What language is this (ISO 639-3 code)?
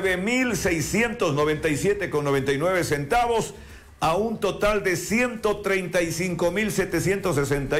spa